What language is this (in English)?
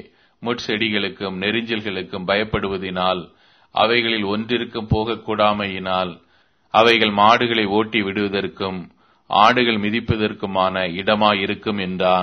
Tamil